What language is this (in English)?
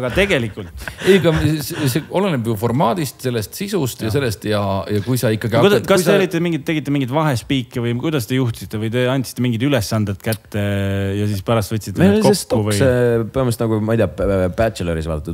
Estonian